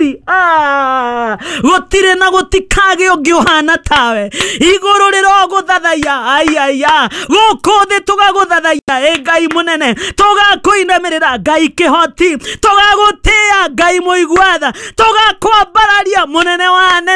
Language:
Kikuyu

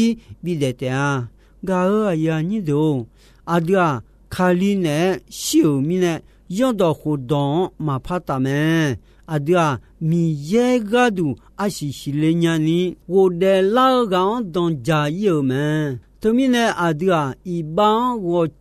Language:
Akha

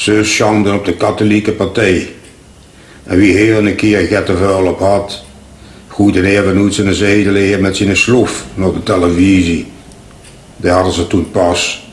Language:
Limburgish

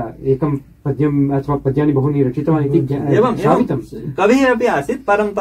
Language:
Sanskrit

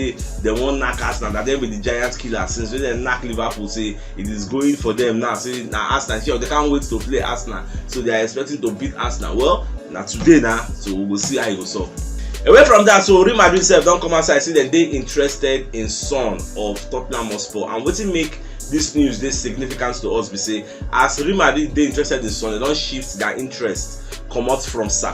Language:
Nigerian Pidgin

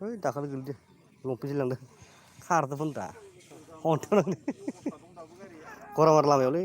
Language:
Bodo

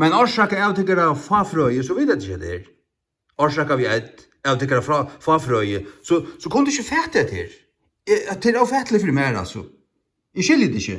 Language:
Faroese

